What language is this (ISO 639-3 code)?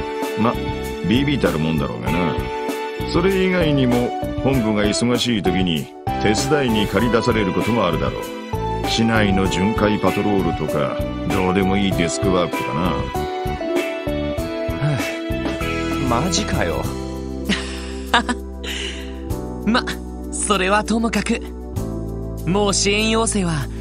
jpn